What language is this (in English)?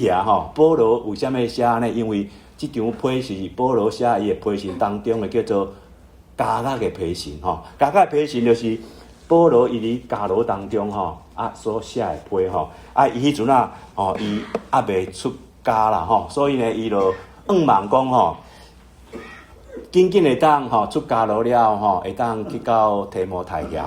Min Nan Chinese